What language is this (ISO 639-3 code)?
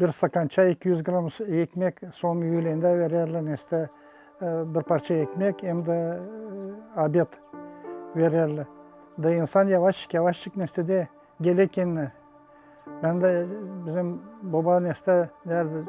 gag